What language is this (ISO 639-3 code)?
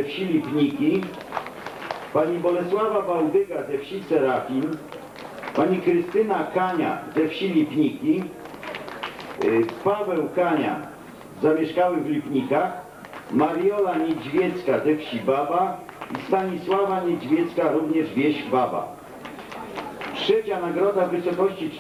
pol